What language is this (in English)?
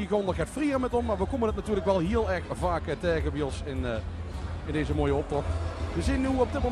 Limburgish